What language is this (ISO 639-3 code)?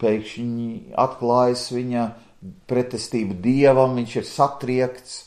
lav